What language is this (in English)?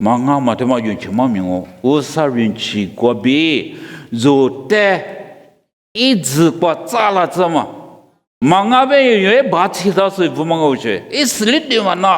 Lisu